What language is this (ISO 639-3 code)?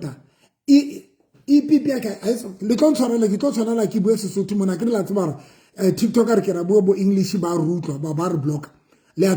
sot